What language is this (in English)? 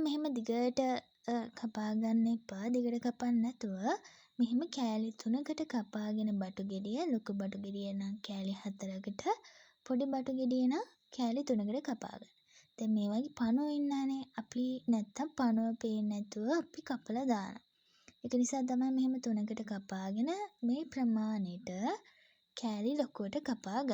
Sinhala